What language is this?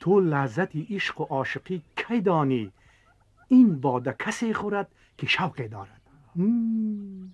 Tajik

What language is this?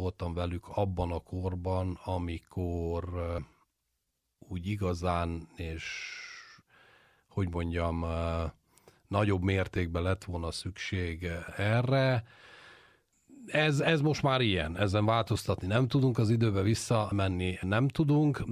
Hungarian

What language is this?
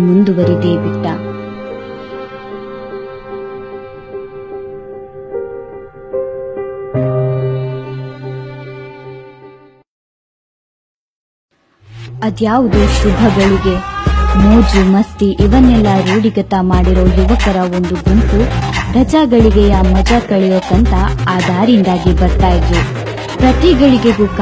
Kannada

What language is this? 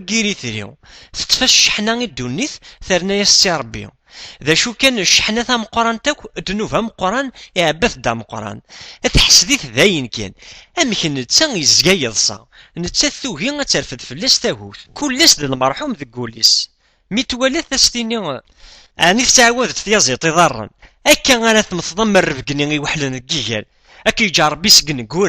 Kabyle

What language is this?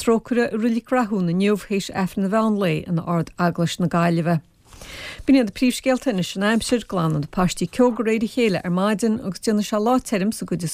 Irish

